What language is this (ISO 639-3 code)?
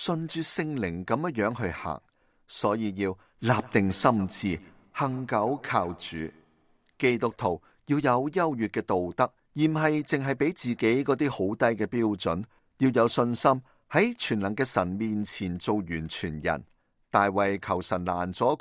yue